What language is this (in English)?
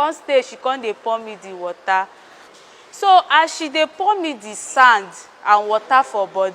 Nigerian Pidgin